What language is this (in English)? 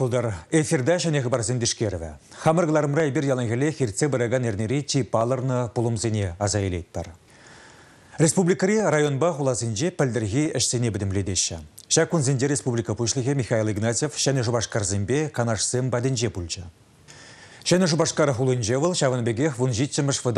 Chuvash